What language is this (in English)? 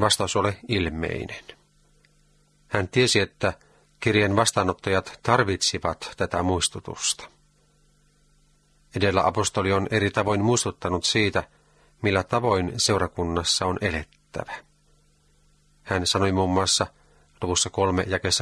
Finnish